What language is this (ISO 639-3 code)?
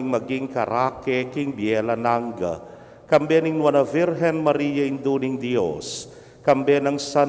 pam